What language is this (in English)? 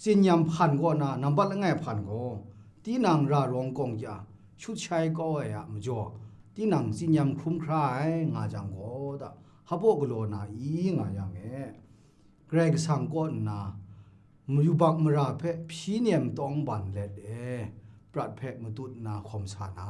Kachin